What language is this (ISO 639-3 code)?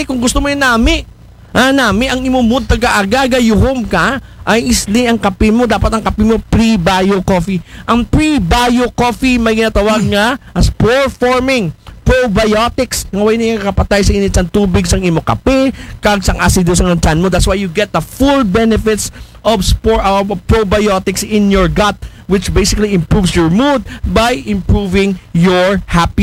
akl